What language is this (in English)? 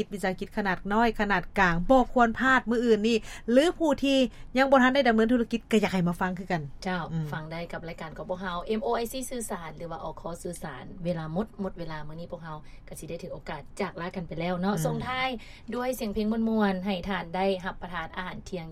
Lao